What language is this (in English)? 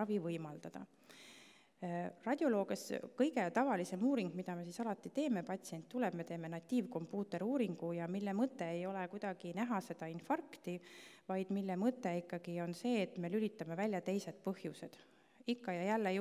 Estonian